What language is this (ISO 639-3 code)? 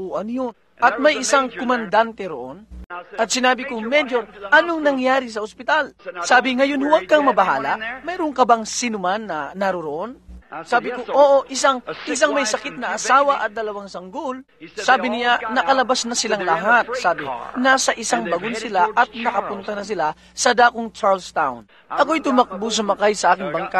fil